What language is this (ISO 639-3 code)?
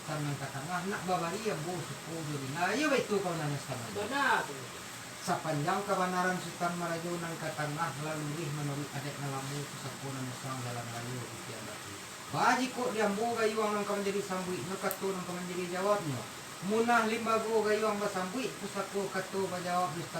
min